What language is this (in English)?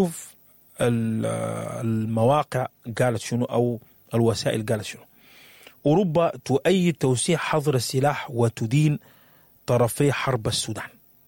Sudanese Arabic